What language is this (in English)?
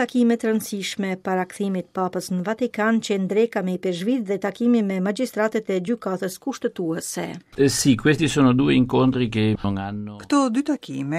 Albanian